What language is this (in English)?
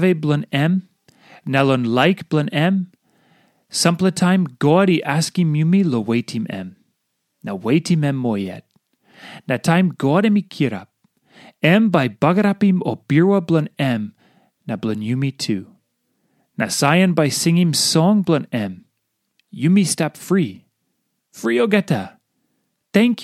Tok Pisin